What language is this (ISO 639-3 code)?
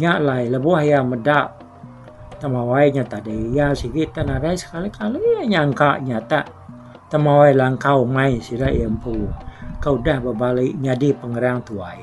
iba